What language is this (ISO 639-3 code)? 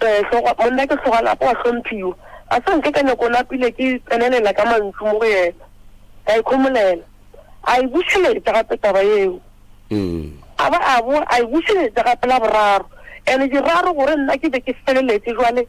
nso